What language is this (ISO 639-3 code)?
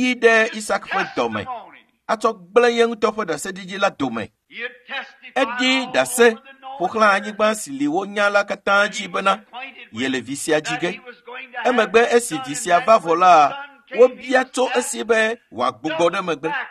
ewe